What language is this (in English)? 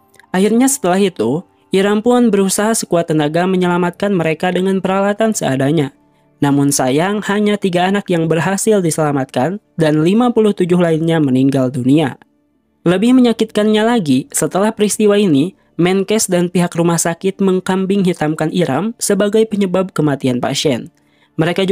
Indonesian